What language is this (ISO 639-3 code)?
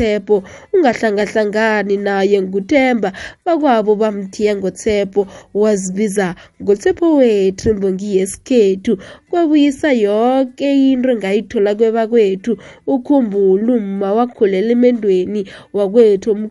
nbl